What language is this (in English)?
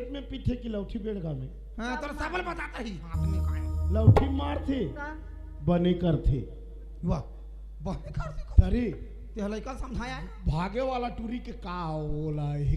Chhattisgarhi